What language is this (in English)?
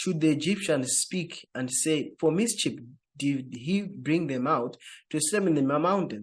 English